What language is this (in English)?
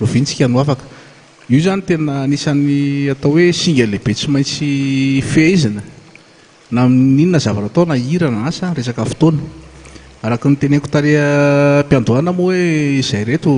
Malagasy